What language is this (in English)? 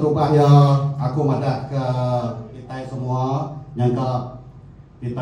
Iban